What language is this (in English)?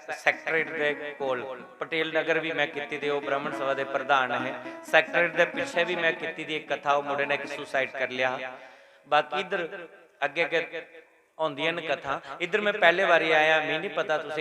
Dogri